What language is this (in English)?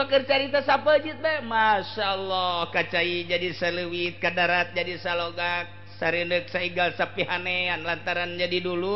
Sundanese